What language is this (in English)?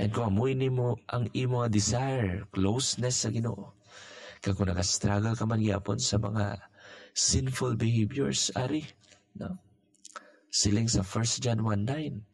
Hiligaynon